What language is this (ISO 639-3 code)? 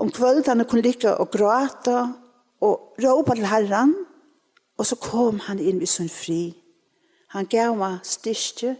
fao